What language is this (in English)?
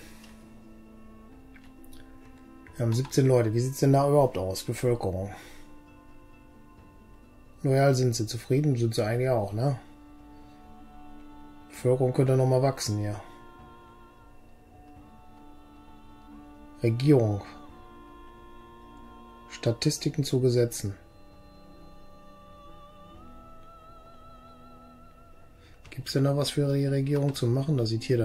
German